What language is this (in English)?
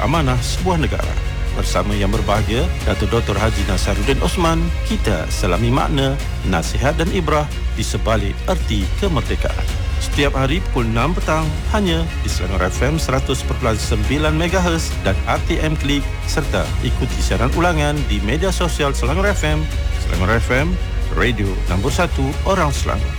Malay